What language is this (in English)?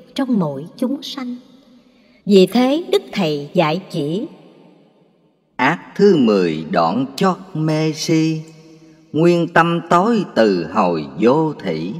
Vietnamese